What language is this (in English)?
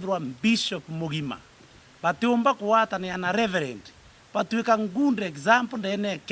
Meru